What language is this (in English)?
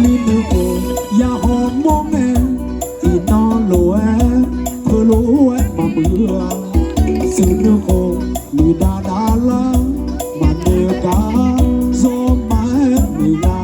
Akha